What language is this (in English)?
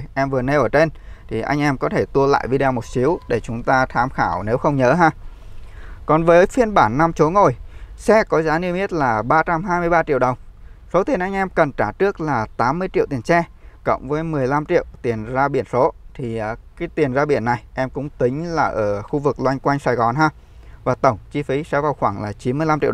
Vietnamese